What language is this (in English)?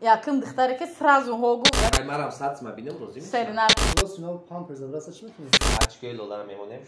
Tajik